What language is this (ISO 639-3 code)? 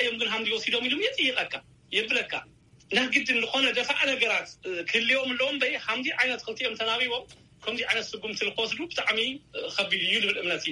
tir